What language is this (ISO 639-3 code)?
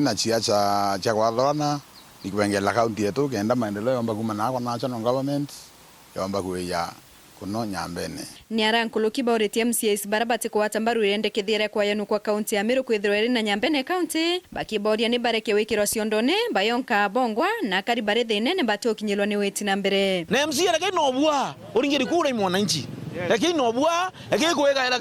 mer